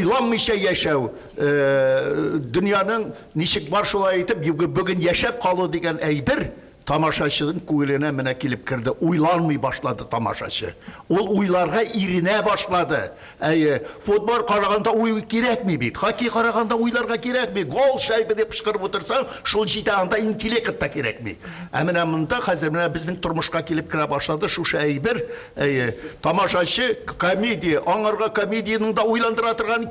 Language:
Tatar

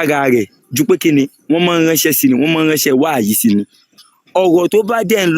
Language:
Yoruba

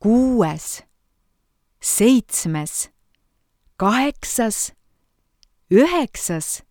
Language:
Estonian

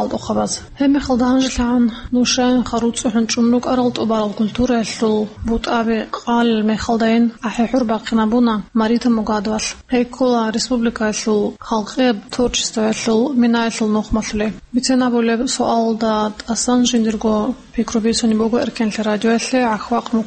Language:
Avaric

